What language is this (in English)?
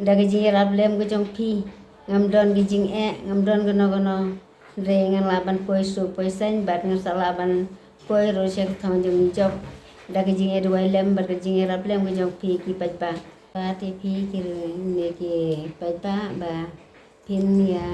Khasi